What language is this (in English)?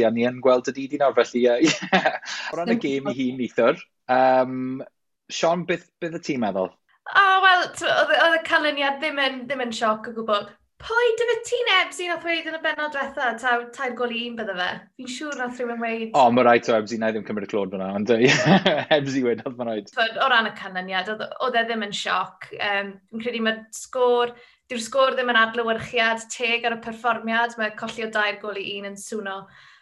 Welsh